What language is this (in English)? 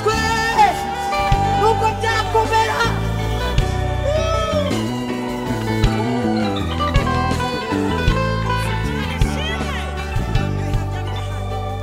Kinyarwanda